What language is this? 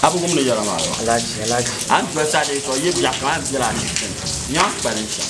Dagbani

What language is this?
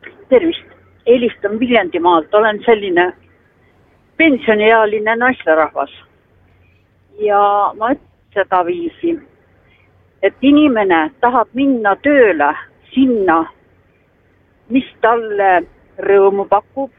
Estonian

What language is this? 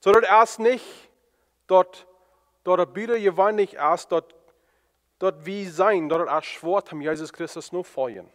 Plautdietsch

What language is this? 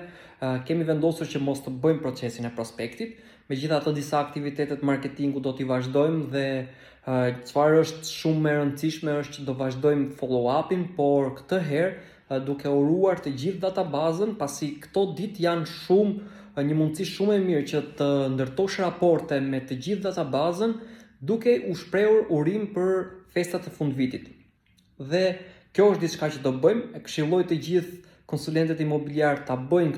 Albanian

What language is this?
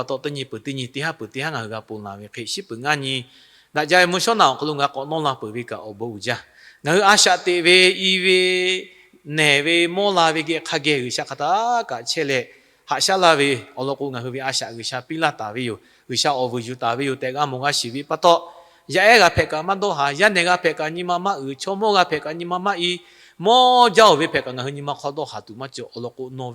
Lahu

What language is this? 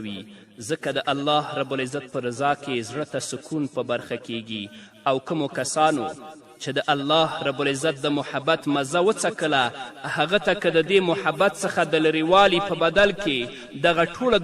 Pashto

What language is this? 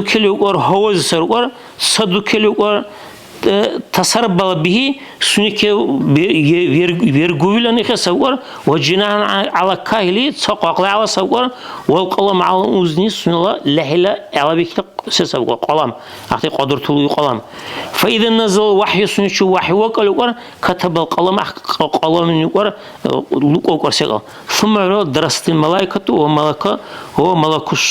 Dargwa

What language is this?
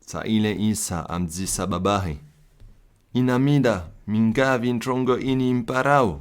Comorian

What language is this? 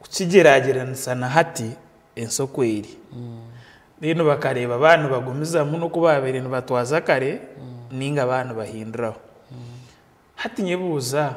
Nyankole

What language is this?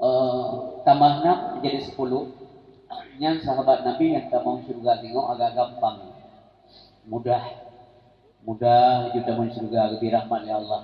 Achinese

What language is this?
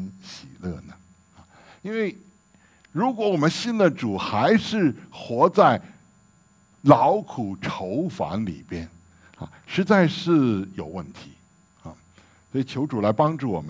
Chinese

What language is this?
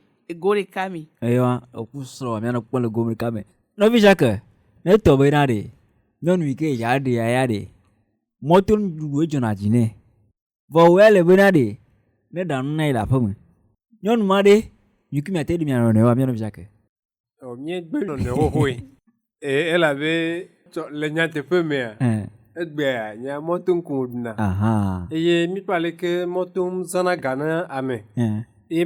Ewe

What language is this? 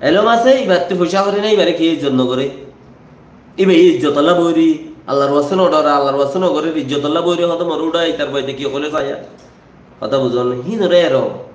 Rohingya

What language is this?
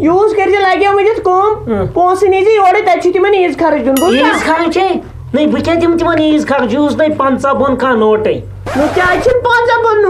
Kashmiri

